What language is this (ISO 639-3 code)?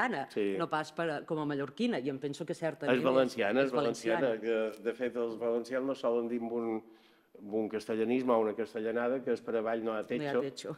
cat